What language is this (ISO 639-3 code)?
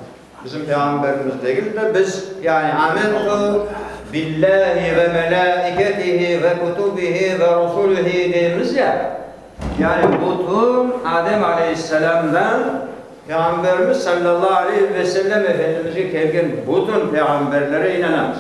crh